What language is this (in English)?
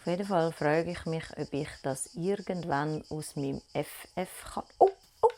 Swiss German